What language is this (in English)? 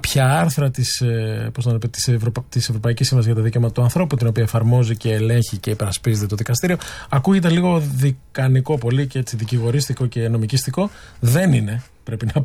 Greek